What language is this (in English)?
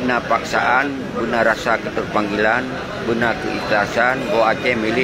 Achinese